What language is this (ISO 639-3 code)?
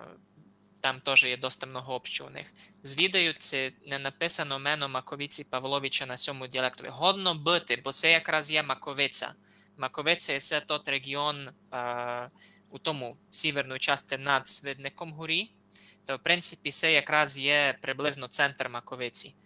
rue